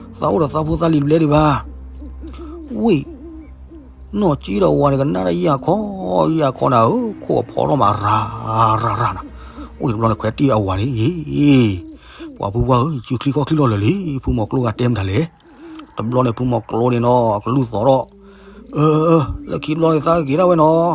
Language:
S'gaw Karen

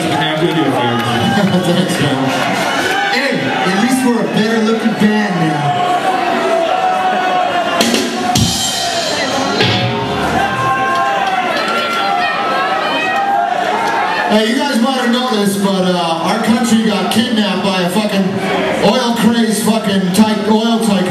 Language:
English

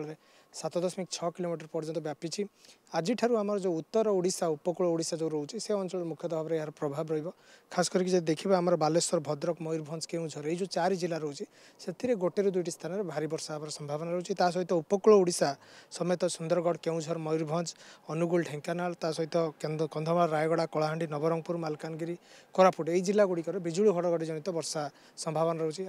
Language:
Odia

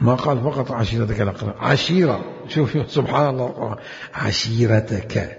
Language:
Mesopotamian Arabic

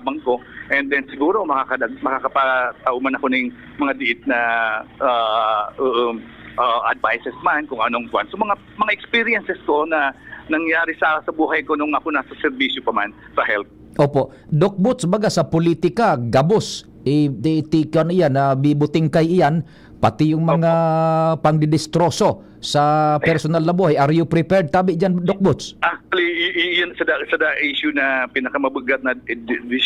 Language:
Bikol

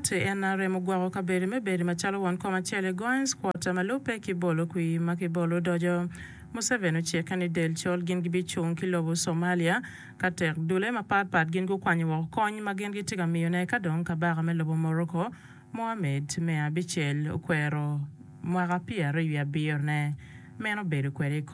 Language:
Acoli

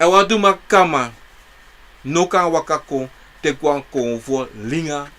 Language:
Sranan Tongo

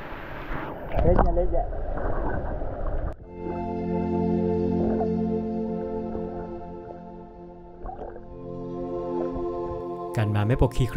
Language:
Thai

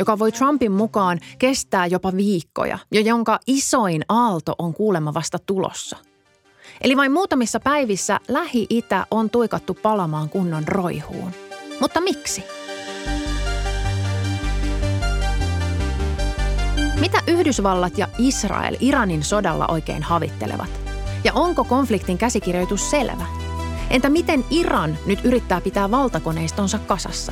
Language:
Finnish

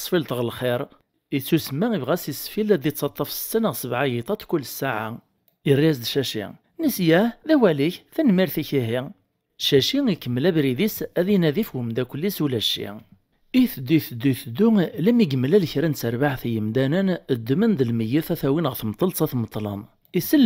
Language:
Kabyle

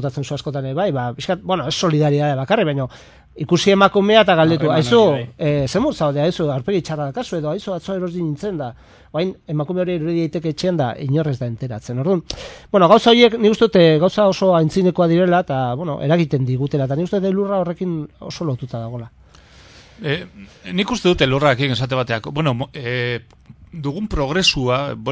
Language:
Basque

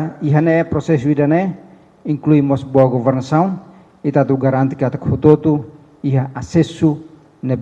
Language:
Tetum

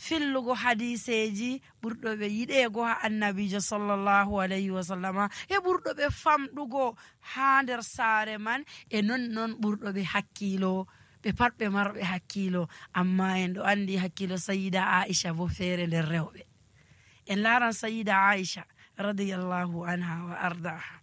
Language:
Nigerian Fulfulde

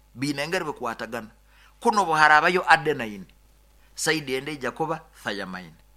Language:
Nyoro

